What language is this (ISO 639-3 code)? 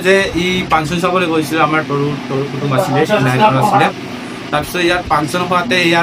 asm